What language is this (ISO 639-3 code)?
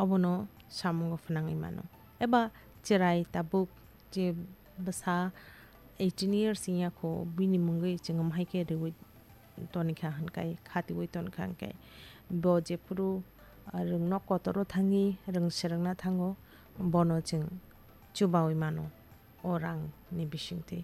trp